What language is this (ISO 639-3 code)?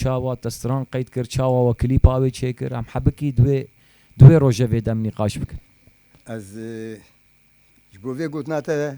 kur